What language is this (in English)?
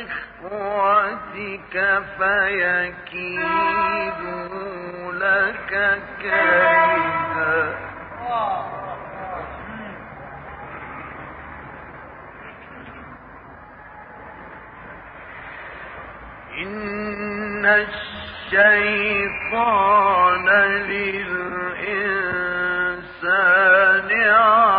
Arabic